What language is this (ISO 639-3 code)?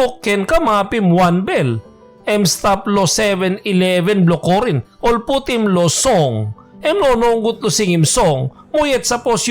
tpi